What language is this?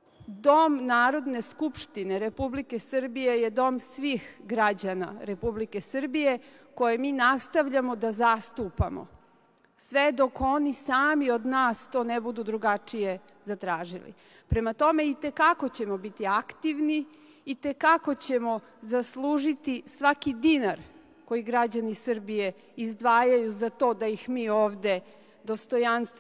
Serbian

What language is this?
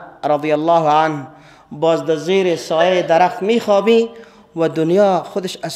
Persian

